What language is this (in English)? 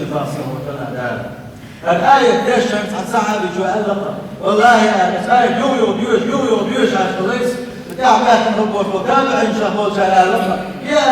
Chechen